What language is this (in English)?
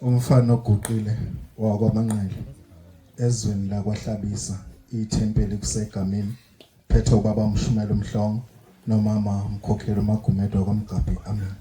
Zulu